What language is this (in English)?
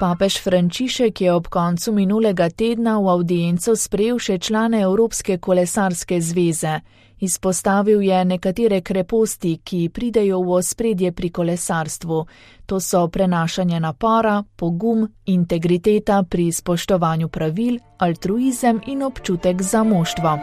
Slovenian